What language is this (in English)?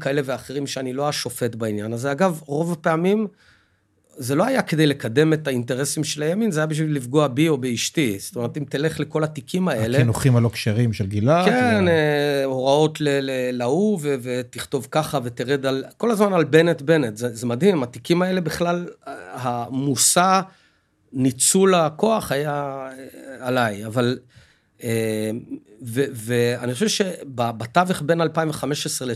Hebrew